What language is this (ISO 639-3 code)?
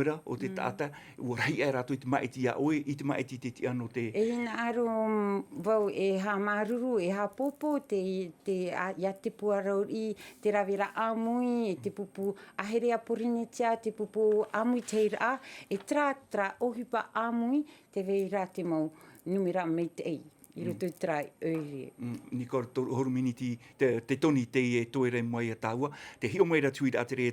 tah